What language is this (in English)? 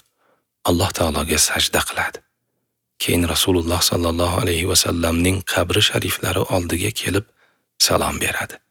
Uzbek